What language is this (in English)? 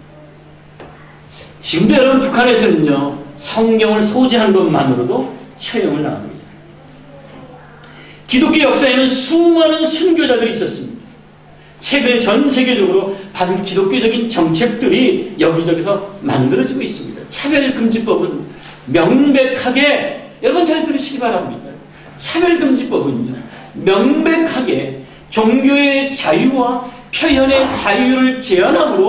Korean